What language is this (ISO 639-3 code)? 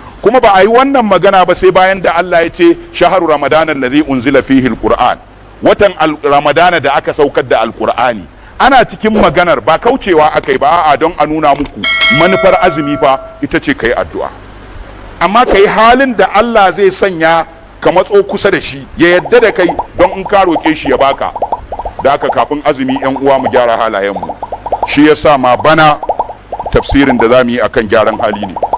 hau